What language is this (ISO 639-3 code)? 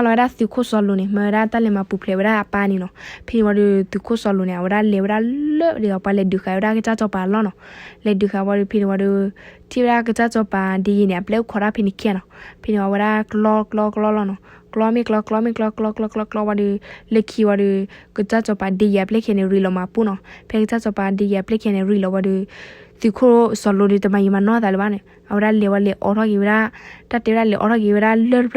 ksw